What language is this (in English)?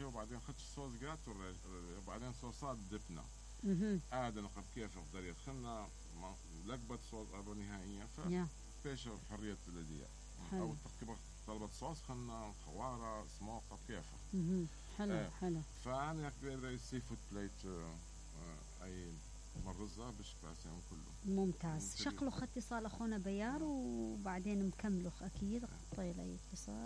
Mesopotamian Arabic